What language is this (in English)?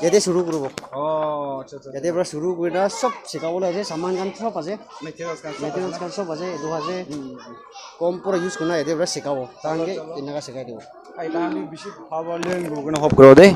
Naga Pidgin